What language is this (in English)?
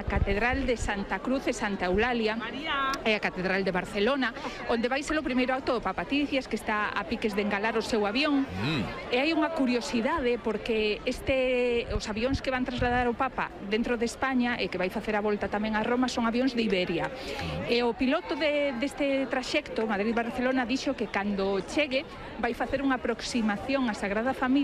Galician